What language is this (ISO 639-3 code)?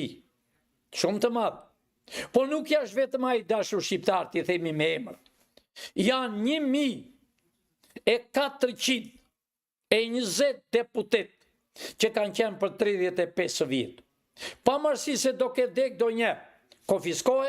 sqi